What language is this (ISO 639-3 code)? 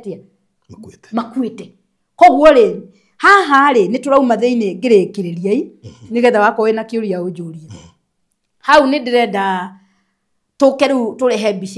kik